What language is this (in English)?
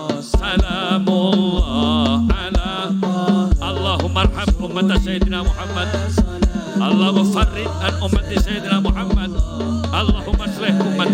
Madurese